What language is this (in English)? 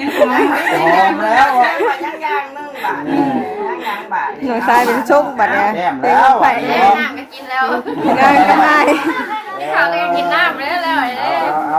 Northeastern Thai